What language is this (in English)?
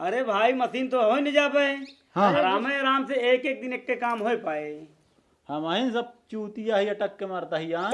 Awadhi